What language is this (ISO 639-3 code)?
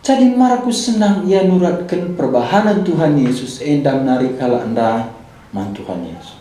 btx